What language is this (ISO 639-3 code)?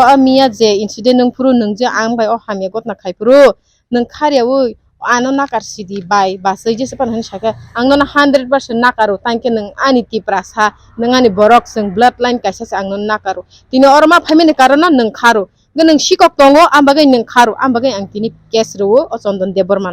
trp